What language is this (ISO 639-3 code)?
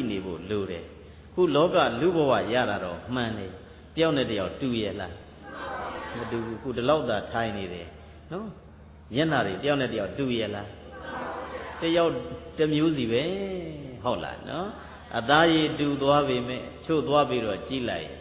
mya